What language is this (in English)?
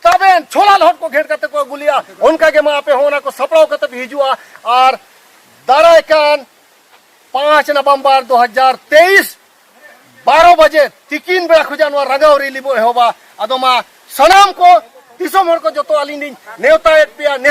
Santali